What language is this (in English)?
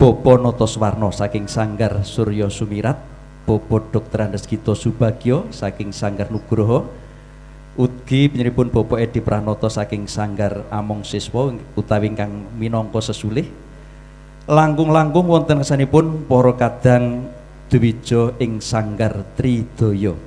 Javanese